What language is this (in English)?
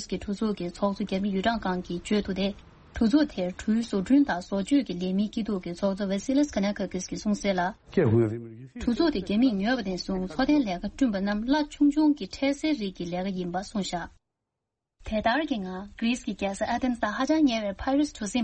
Tibetan